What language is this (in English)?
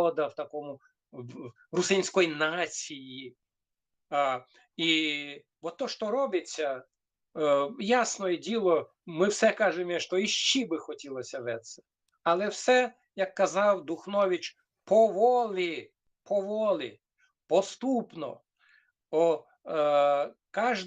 Rusyn